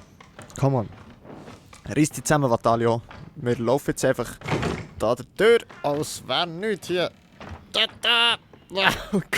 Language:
Swiss German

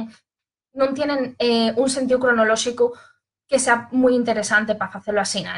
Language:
Asturian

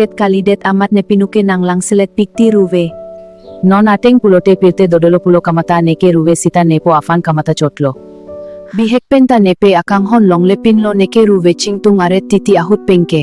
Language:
Karbi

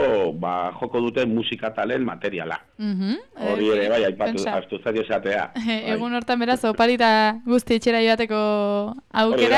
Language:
Basque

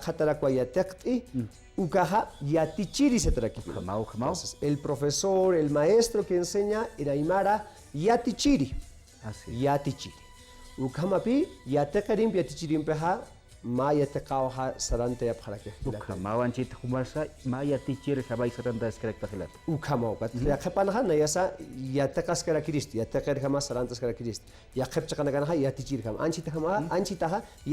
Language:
Aymara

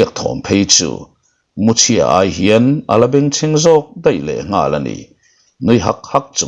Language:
Mizo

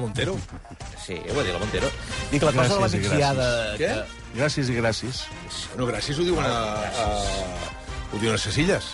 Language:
Catalan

